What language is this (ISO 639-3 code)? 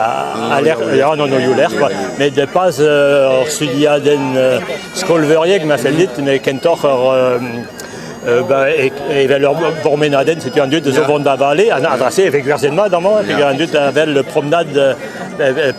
bre